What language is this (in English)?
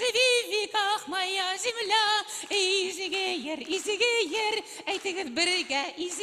Bashkir